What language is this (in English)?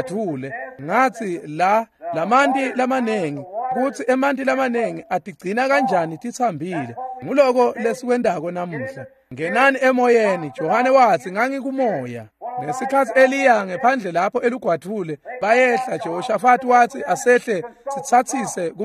Swati